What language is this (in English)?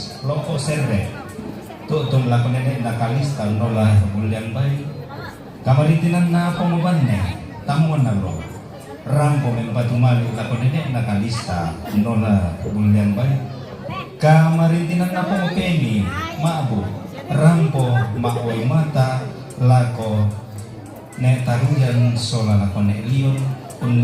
Toraja-Sa'dan